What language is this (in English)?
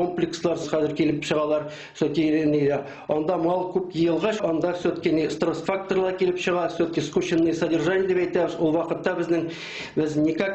Bashkir